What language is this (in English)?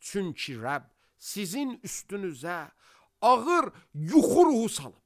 Azerbaijani